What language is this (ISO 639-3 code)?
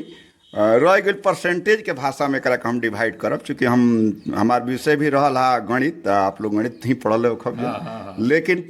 bho